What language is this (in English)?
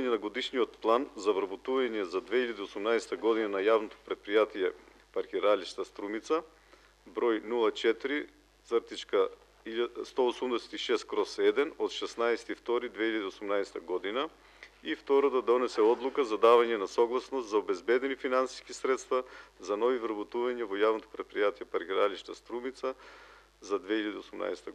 Macedonian